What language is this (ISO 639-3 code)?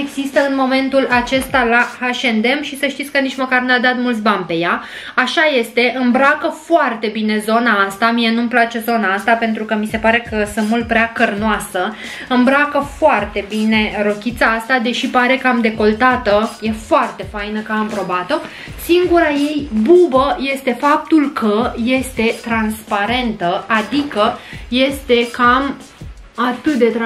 ron